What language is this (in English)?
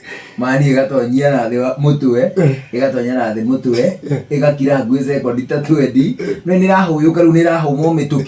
Kikuyu